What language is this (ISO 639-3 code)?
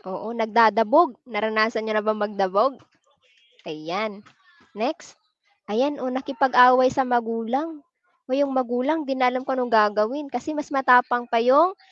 fil